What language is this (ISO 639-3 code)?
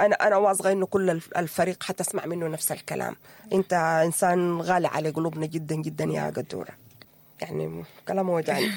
apd